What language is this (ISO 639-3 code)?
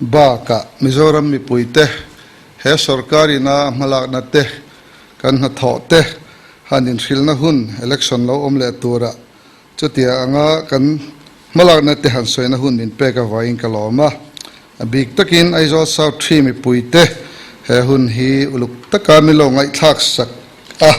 lus